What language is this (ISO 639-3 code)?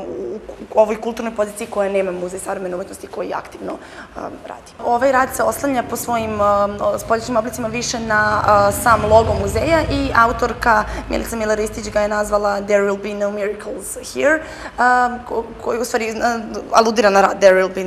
srp